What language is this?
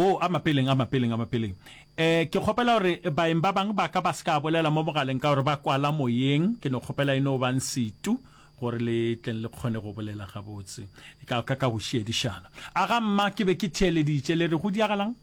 Northern Sotho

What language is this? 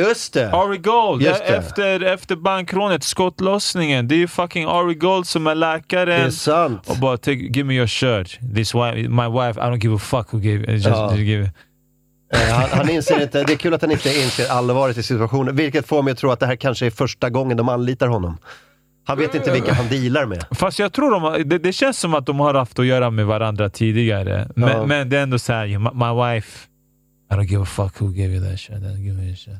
Swedish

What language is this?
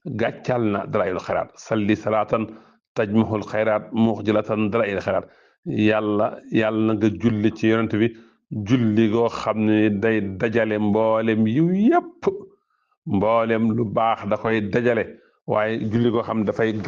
Wolof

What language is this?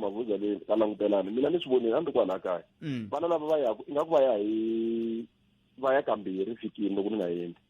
Tsonga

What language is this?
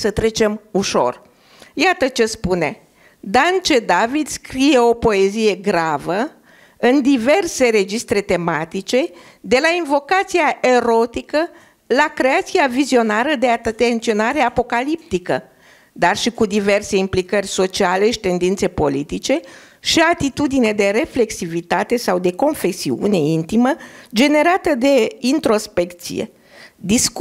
Romanian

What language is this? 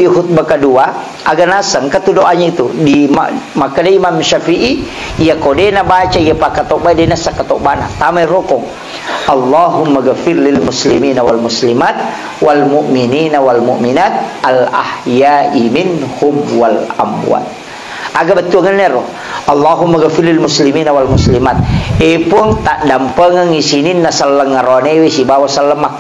Buginese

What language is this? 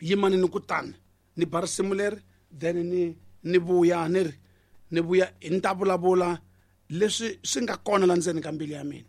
Tsonga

